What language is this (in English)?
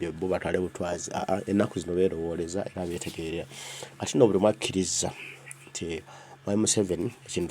Ganda